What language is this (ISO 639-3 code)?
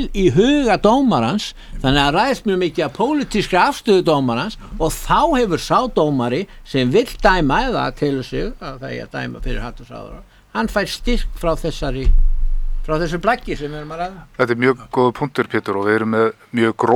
isl